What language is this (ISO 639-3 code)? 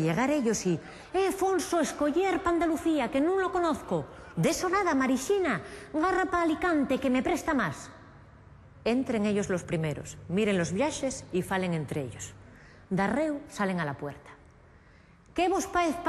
ast